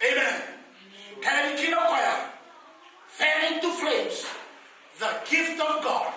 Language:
Fijian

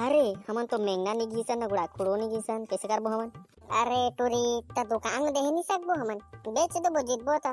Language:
Chhattisgarhi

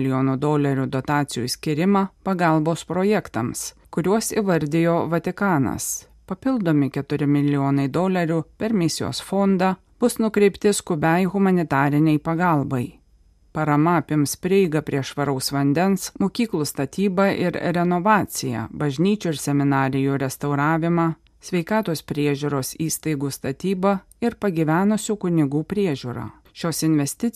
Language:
Lithuanian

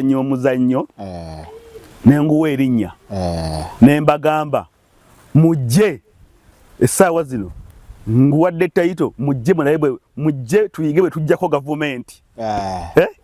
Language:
Ganda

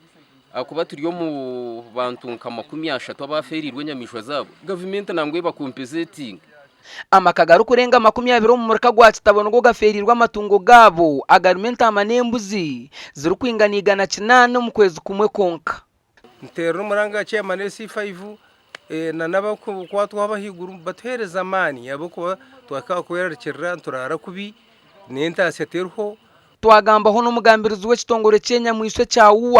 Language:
Nyankole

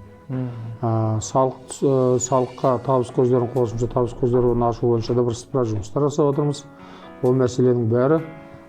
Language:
Kazakh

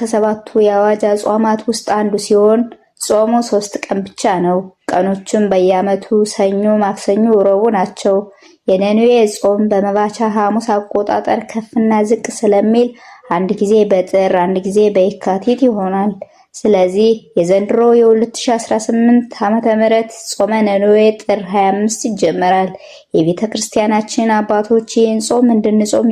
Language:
Amharic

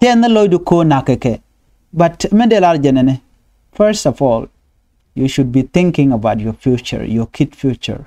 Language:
Nuer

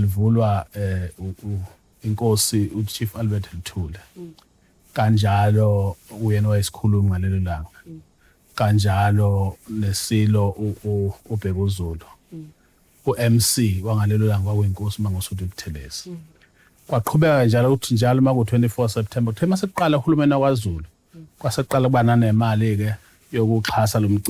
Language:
Zulu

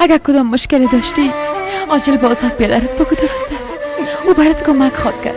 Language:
Persian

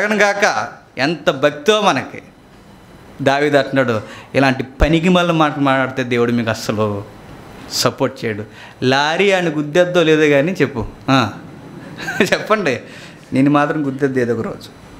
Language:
Telugu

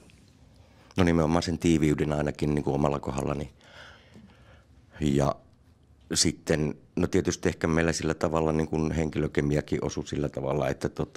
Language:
Finnish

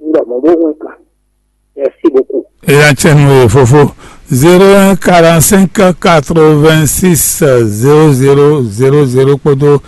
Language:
Fon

